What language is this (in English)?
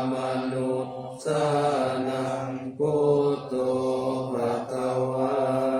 Pali